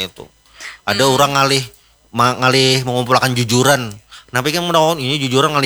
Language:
Banjar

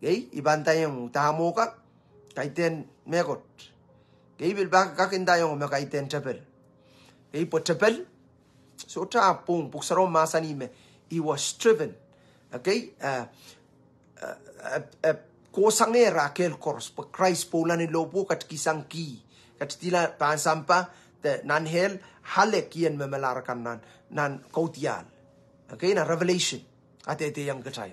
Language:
Pohnpeian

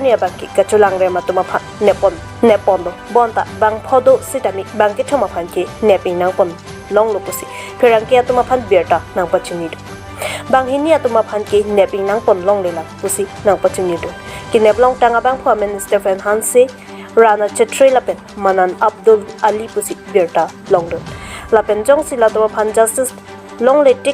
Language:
Karbi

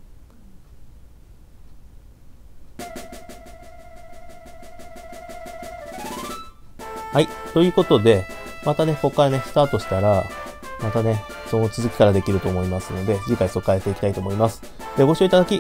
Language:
Japanese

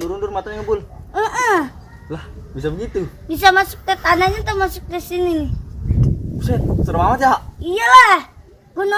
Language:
Betawi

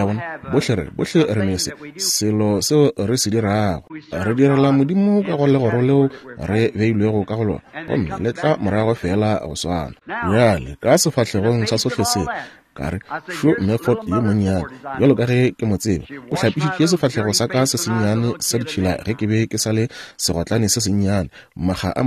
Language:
Northern Sotho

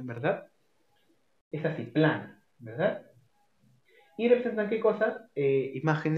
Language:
Spanish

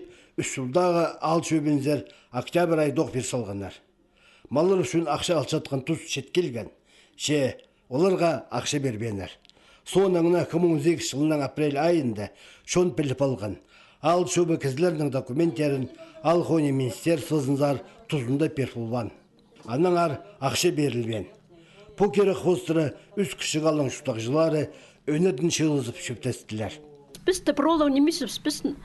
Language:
Khakas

